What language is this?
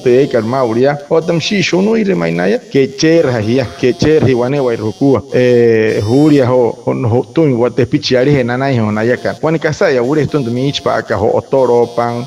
Wayuu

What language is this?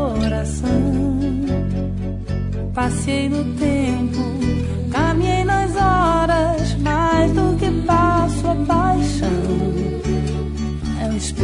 Portuguese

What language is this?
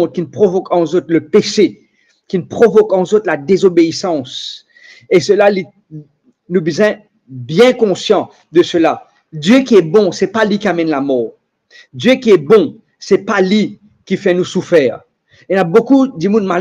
Morisyen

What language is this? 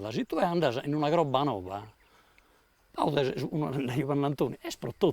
Sardinian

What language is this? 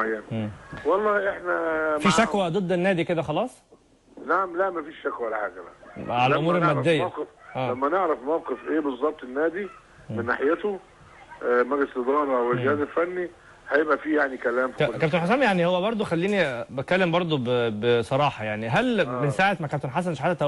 Egyptian Arabic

